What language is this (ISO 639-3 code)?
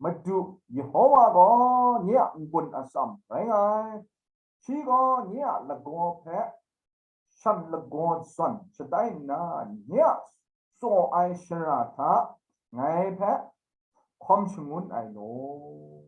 kac